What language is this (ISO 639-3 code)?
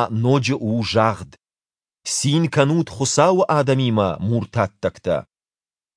oss